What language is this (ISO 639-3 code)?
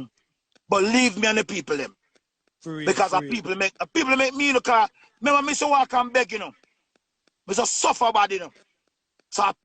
jam